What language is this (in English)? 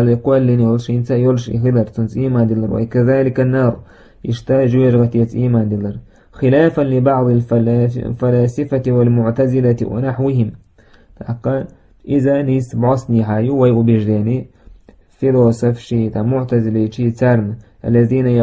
Chechen